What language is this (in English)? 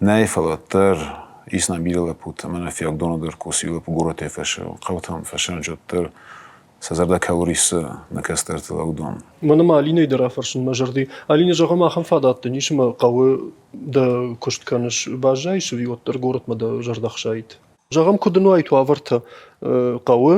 Ossetic